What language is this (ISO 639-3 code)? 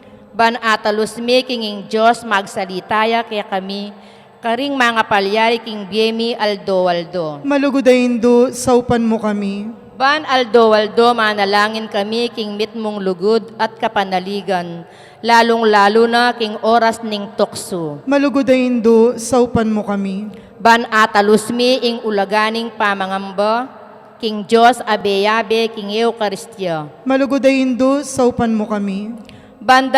pam